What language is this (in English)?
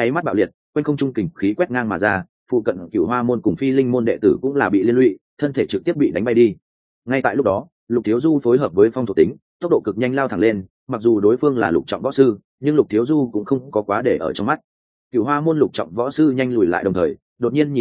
Vietnamese